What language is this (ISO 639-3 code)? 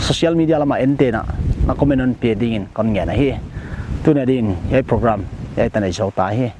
pck